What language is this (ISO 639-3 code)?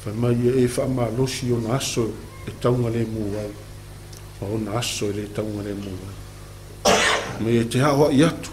smo